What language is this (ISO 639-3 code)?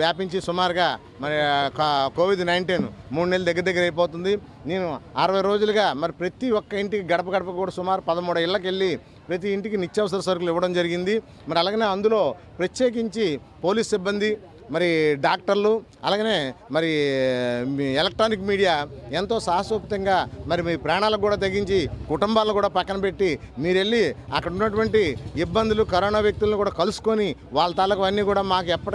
tel